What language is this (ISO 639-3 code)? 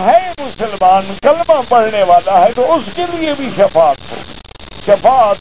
urd